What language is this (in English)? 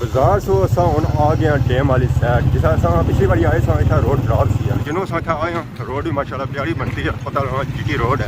Pahari-Potwari